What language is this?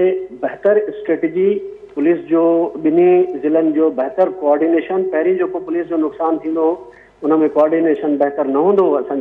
Sindhi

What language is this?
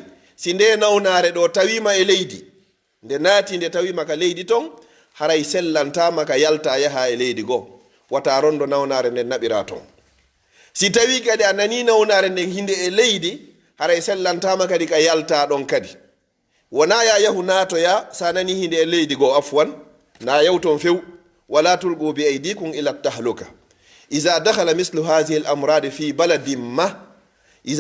Pular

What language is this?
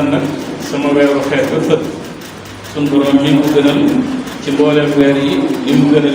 Wolof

